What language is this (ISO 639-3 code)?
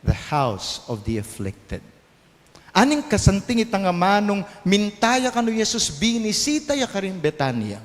pam